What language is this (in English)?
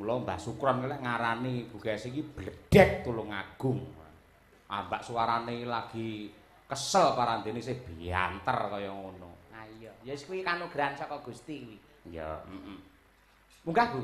Javanese